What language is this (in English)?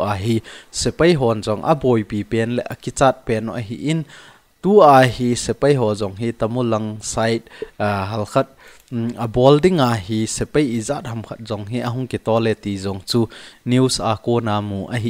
Thado Chin